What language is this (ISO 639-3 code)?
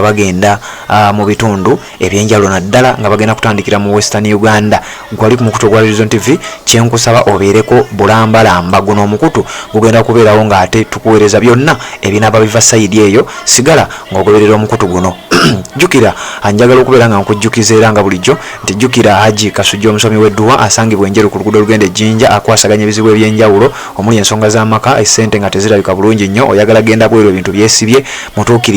lug